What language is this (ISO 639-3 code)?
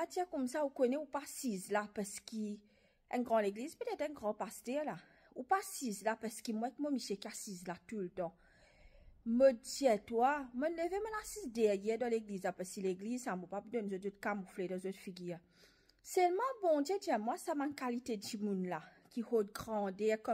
mfe